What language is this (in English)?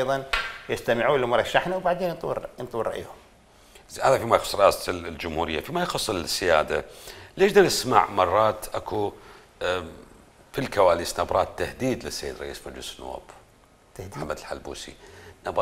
Mesopotamian Arabic